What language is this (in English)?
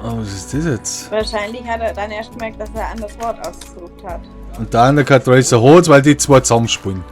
Bavarian